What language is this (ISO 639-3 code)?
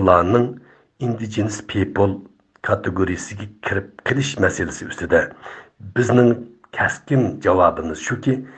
uig